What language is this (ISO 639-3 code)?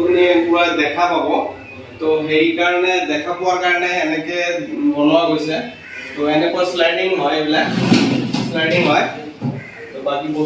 asm